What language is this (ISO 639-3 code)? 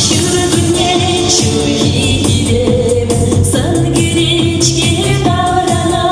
chv